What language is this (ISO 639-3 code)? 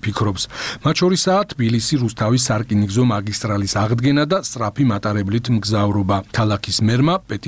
kat